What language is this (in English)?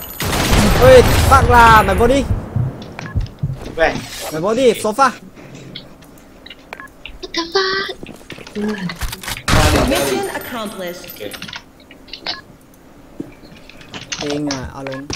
Chinese